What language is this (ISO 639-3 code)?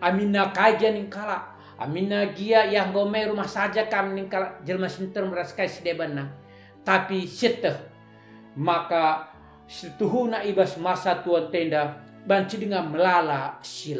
btx